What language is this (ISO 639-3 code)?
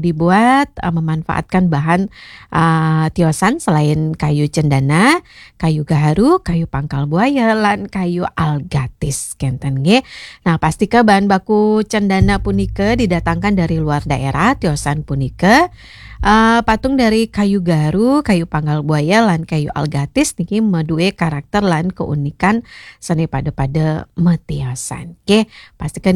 ban